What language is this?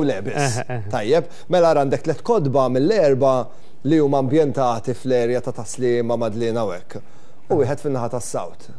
Maltese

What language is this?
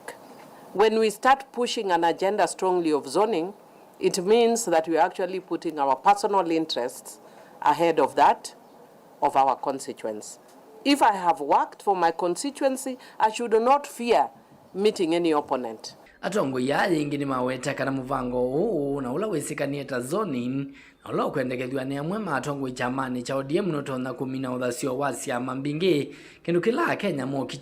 Kamba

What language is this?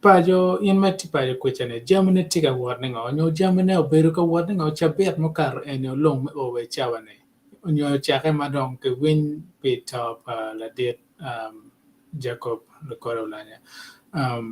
Acoli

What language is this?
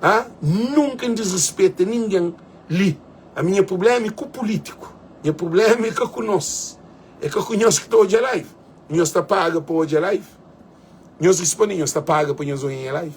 Kabuverdianu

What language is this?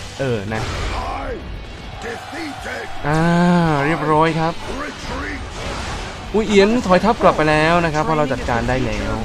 Thai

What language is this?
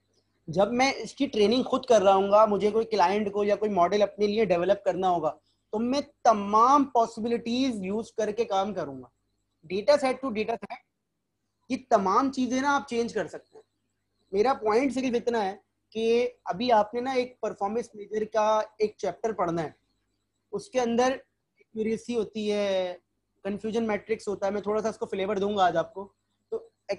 Hindi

